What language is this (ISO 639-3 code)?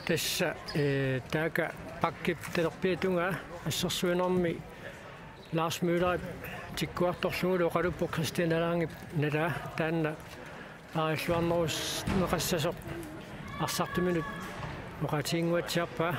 kal